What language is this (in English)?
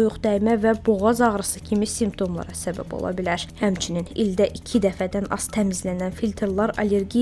Azerbaijani